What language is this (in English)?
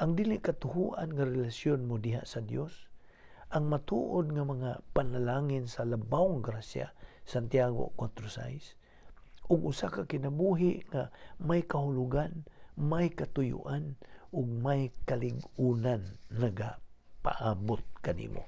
Cebuano